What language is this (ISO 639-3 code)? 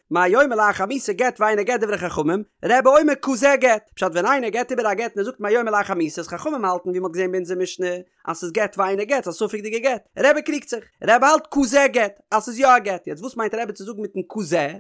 yid